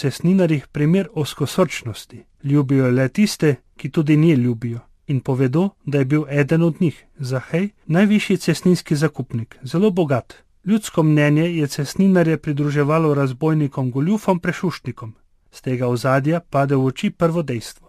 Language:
Slovenian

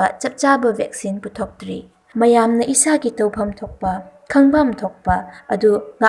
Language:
Manipuri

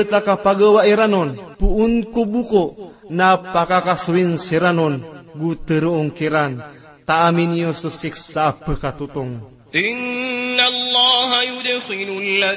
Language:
Maranao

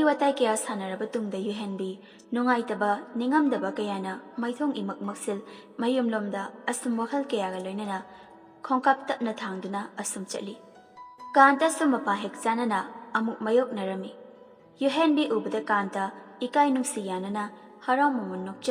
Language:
Manipuri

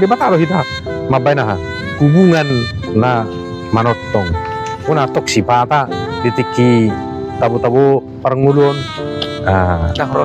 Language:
Batak Toba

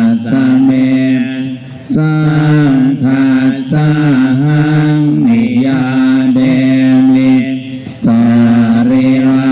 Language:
Pali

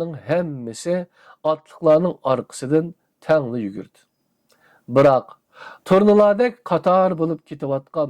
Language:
Uyghur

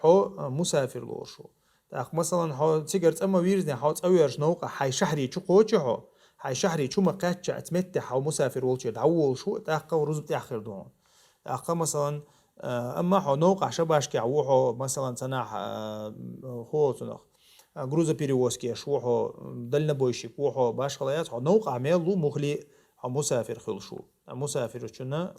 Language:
Chechen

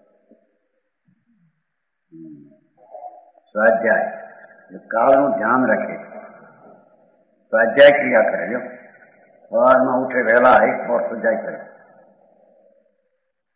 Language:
Gujarati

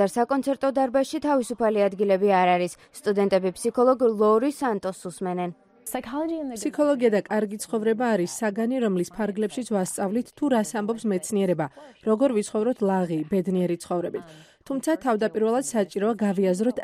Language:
Georgian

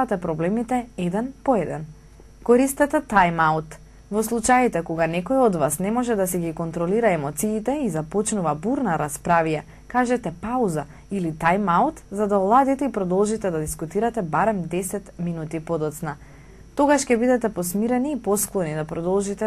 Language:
Macedonian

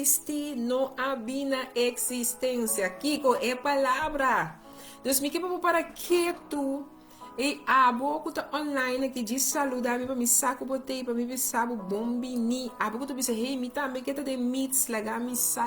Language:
Papiamento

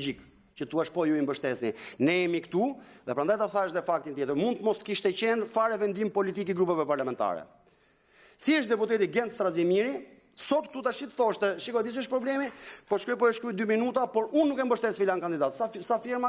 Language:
Albanian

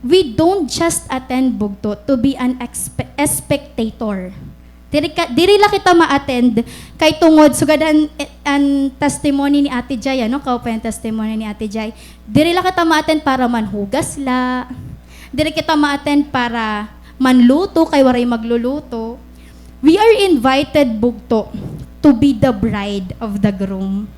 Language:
Waray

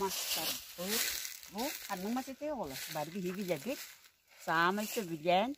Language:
Yakut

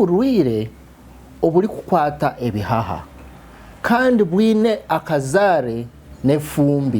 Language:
Nyankole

